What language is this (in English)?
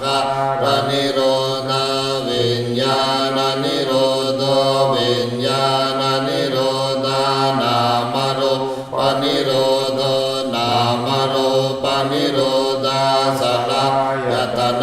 Pali